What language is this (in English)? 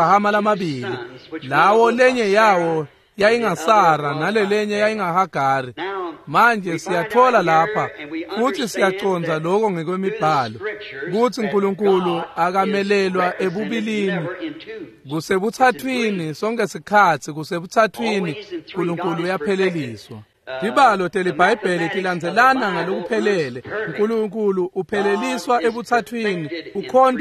Swati